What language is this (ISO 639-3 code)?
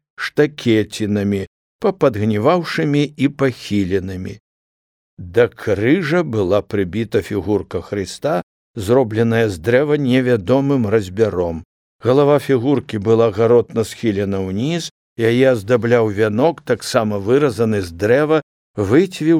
bel